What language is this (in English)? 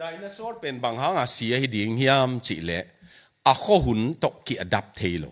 Tedim Chin